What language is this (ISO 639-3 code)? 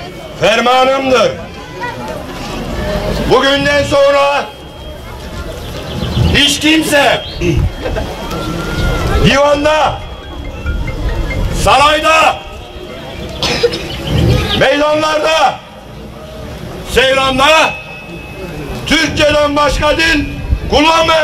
tur